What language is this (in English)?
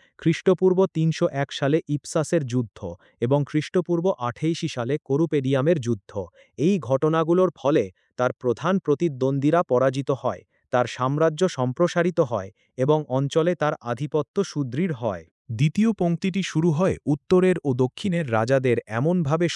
Bangla